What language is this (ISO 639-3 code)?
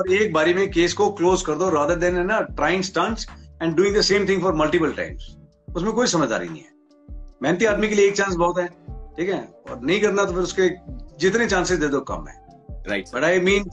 hin